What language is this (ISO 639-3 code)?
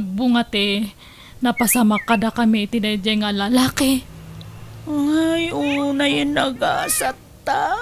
ilo